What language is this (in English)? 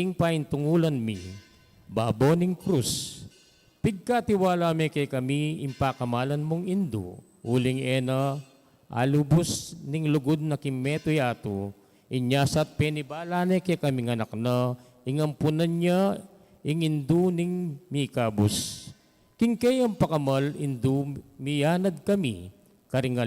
Pampanga